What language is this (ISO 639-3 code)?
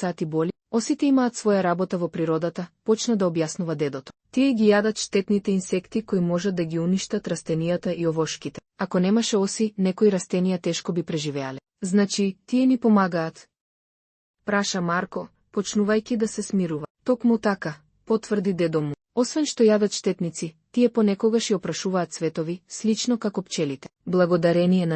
mkd